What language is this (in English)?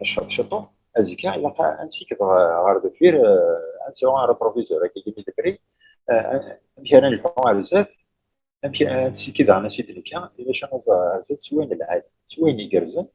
Kabyle